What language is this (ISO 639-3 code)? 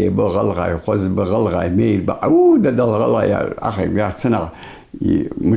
inh